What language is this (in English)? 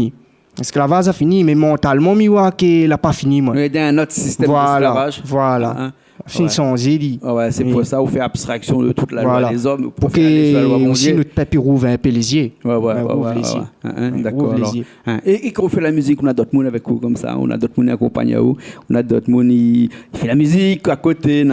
Réunion Creole French